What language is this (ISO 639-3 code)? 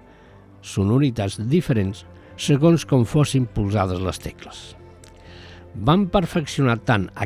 cat